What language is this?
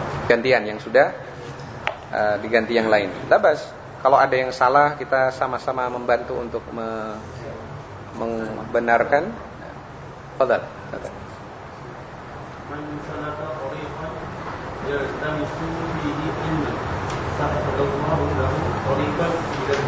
Indonesian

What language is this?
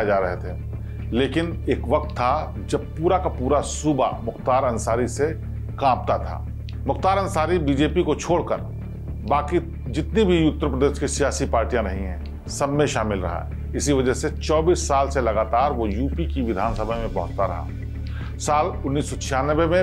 Hindi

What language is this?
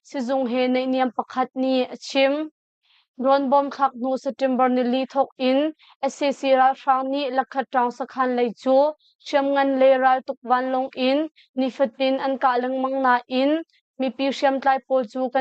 Hakha Chin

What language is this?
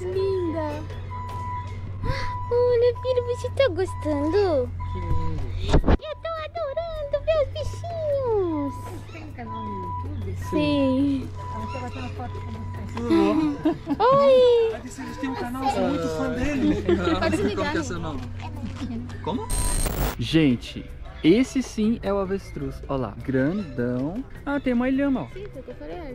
Portuguese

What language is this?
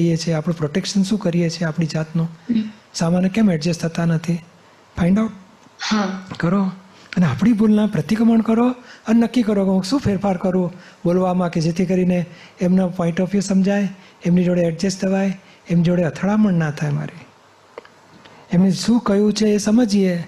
Gujarati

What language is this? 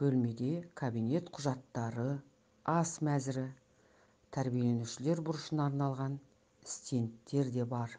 Kazakh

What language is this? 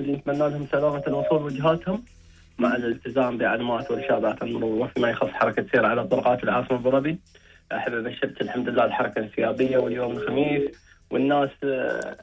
Gulf Arabic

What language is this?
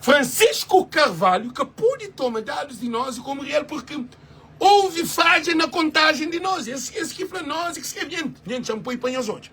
Kabuverdianu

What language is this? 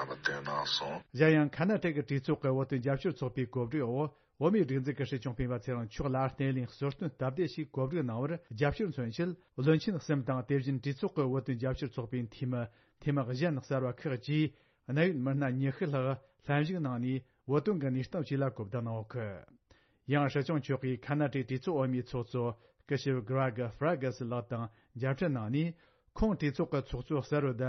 Tibetan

